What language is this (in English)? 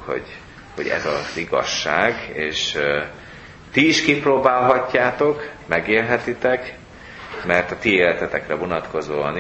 Hungarian